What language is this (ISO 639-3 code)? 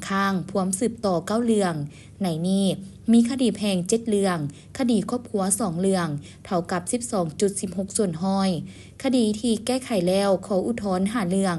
lao